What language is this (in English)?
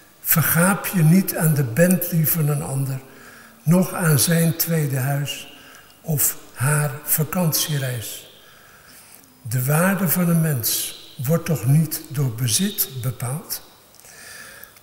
Dutch